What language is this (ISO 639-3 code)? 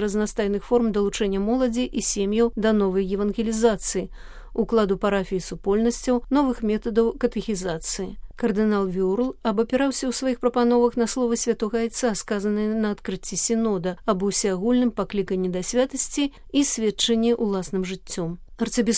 bel